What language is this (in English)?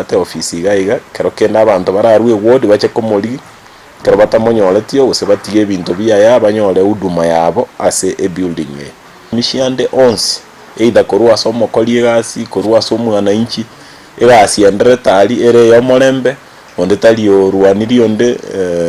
Gusii